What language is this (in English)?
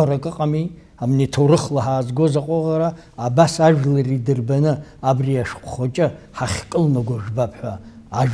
Abkhazian